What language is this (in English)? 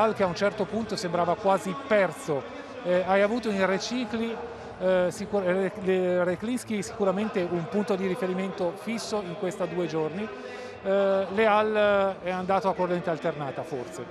Italian